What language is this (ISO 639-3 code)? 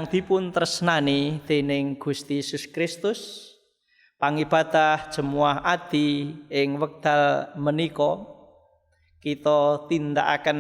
jav